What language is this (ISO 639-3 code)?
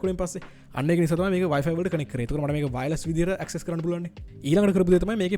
sin